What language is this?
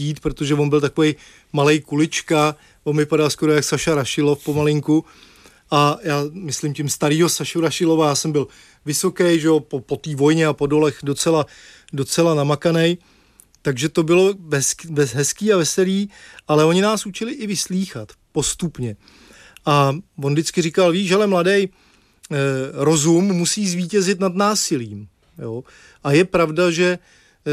Czech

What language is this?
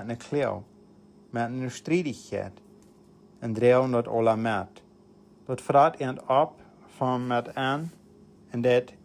Plautdietsch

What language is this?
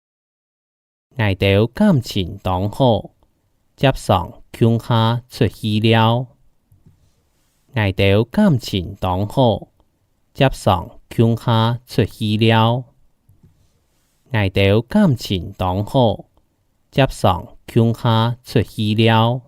Hakka Chinese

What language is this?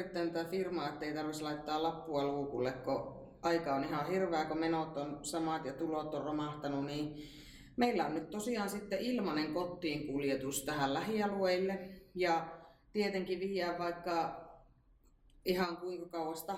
Finnish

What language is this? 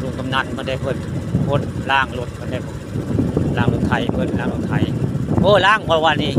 Northeastern Thai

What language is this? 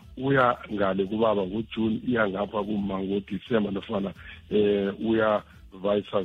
South Ndebele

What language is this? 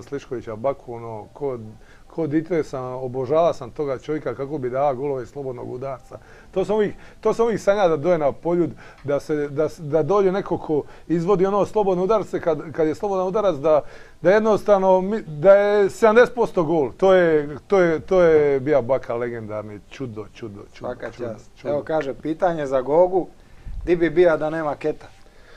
Croatian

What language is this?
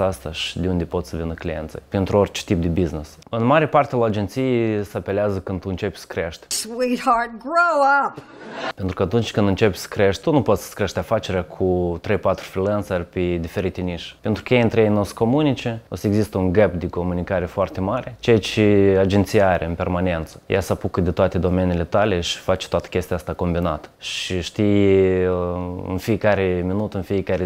Romanian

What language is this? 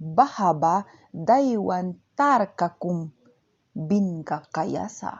Mískito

